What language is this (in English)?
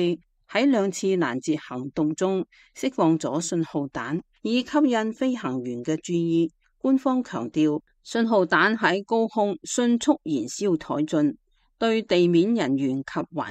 Cantonese